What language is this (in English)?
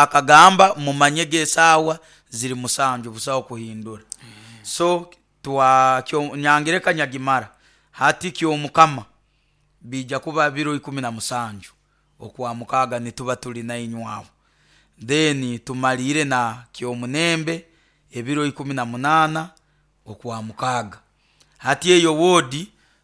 Nyankole